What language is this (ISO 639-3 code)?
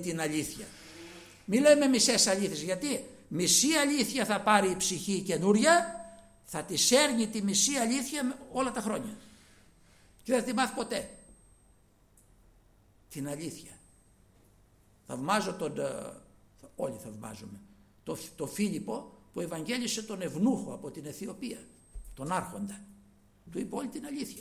ell